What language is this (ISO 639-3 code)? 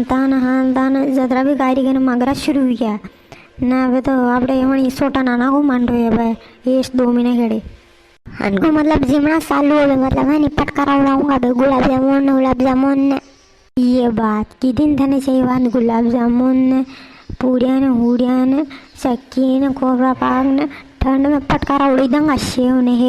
raj